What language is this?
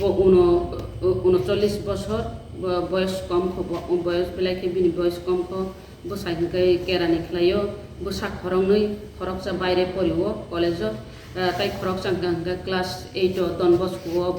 Kok Borok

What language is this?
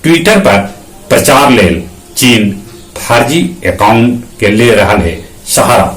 Magahi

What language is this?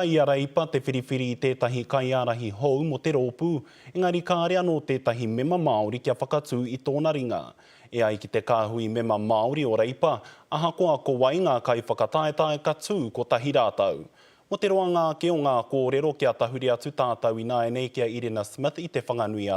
Māori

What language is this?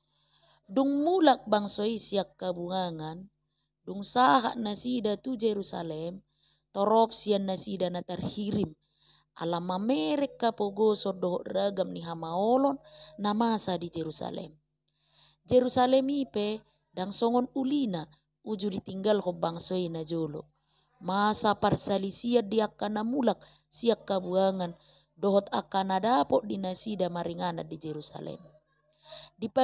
Batak Toba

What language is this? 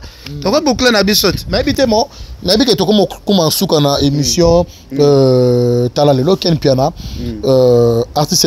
Lingala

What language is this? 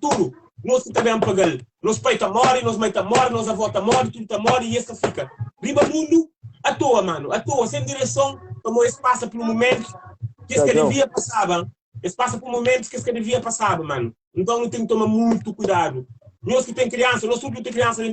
Kabuverdianu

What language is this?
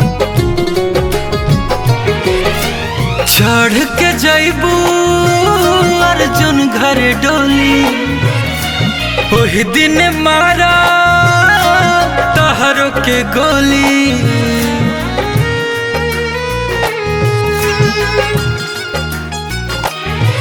Bhojpuri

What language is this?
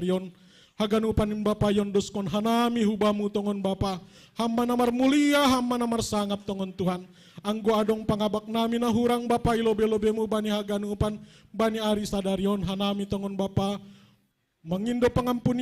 Batak Simalungun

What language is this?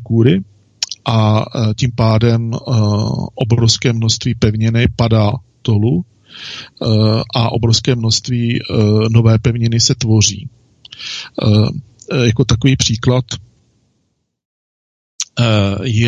Czech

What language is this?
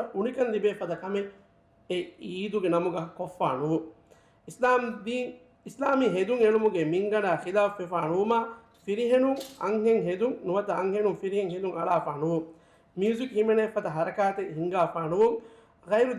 Divehi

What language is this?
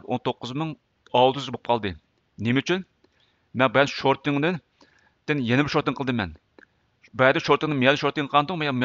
Uyghur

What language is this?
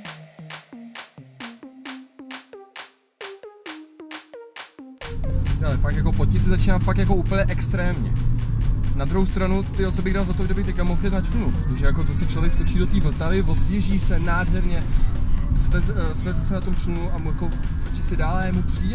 Czech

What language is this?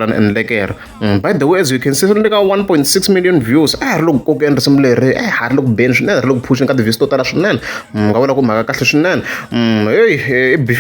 Tsonga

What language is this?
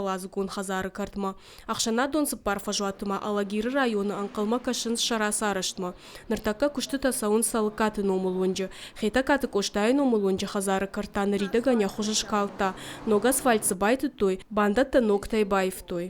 Ossetic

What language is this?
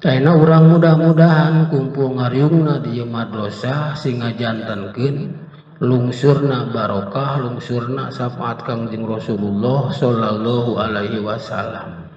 Sundanese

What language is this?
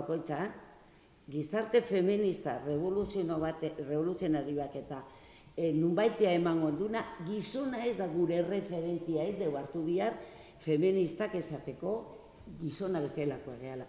Basque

